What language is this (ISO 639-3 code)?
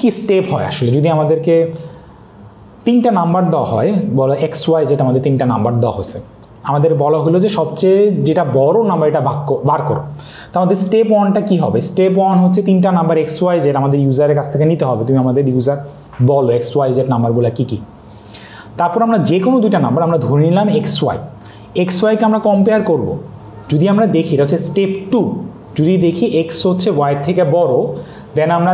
ben